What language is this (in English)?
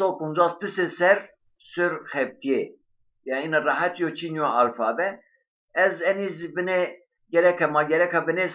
Zaza